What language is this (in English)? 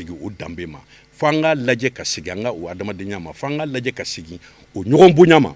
Bambara